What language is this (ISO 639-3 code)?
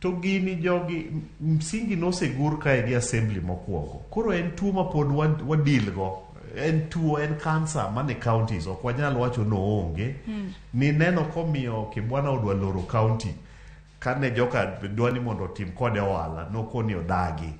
luo